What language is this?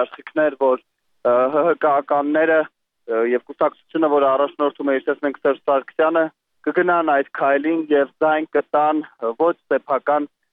Armenian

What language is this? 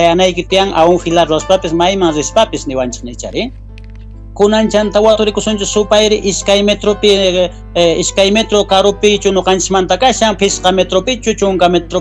South Bolivian Quechua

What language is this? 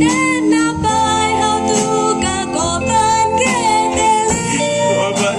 Konkani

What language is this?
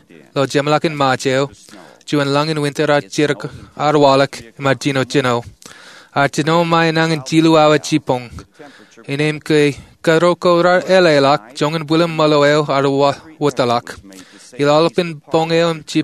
Marshallese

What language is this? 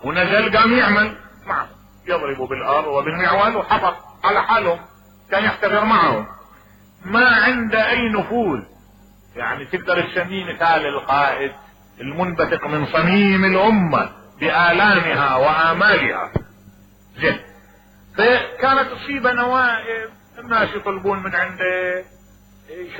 Mesopotamian Arabic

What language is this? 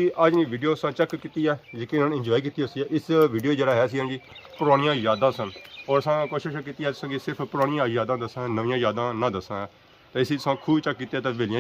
Pahari-Potwari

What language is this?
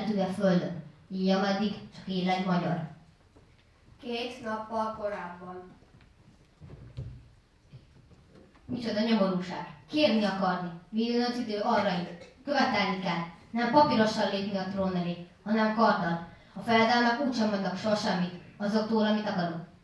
Hungarian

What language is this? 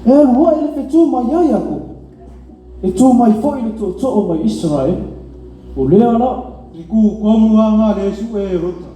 Samoan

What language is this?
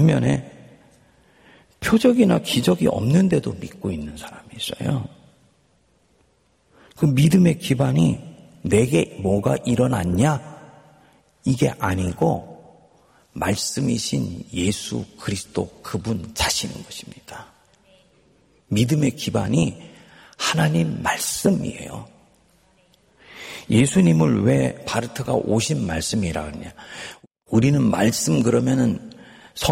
Korean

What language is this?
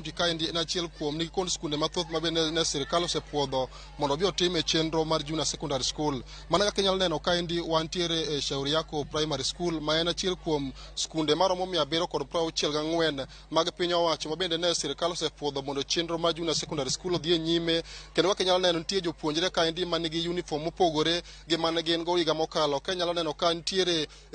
Luo (Kenya and Tanzania)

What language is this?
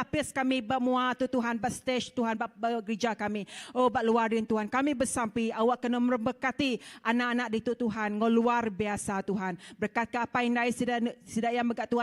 Iban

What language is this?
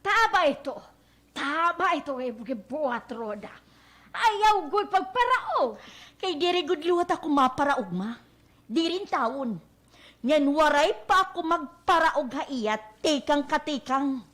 Waray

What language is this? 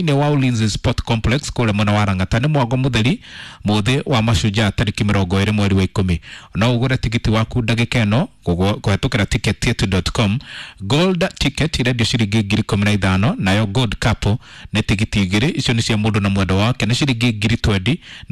Kikuyu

